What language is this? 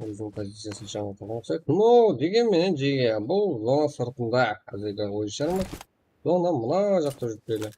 Kara-Kalpak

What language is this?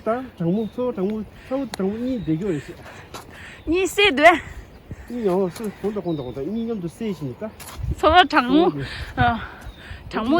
Tibetan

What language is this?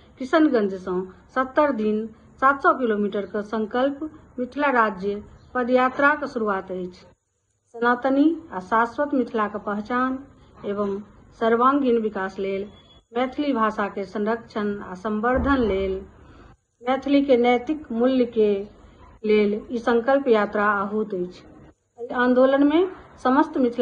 Maithili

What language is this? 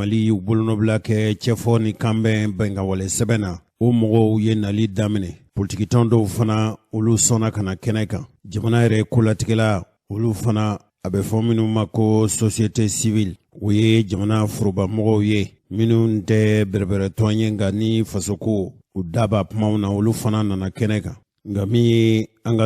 Bambara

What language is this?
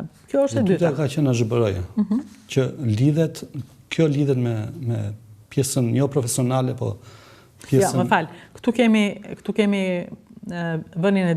Albanian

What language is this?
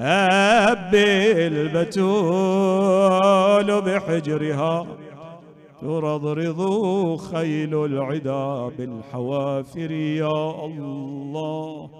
Mesopotamian Arabic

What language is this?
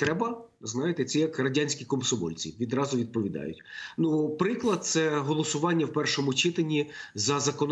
Ukrainian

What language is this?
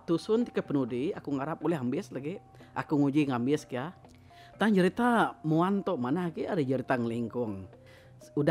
Iban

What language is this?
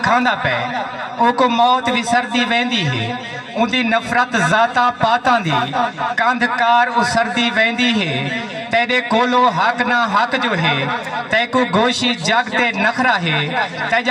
Saraiki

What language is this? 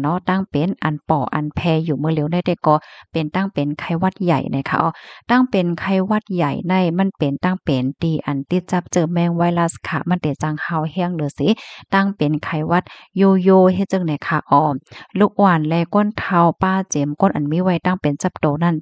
Shan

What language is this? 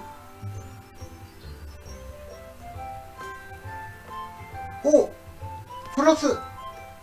Japanese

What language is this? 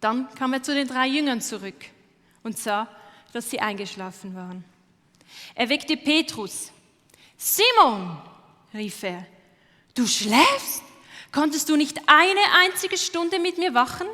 Swiss German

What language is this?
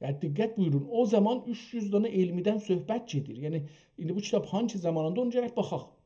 South Azerbaijani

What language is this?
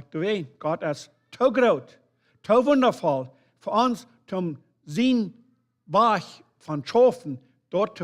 Plautdietsch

